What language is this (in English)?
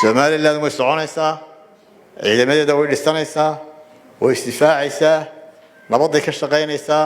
Somali